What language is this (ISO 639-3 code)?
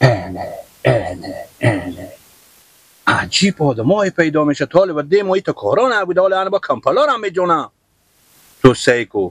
fas